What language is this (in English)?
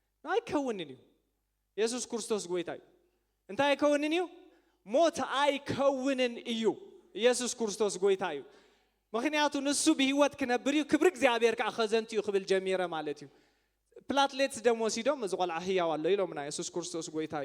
Tigrinya